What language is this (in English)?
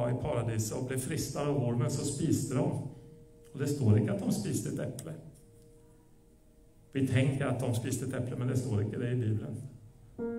Norwegian